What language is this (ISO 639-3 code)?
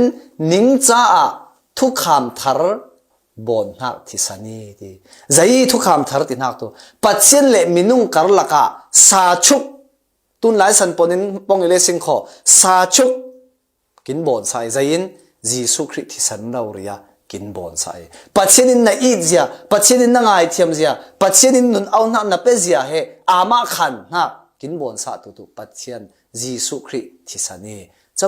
cfm